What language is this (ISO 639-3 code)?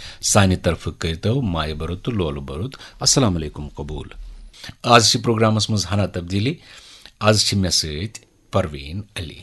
kas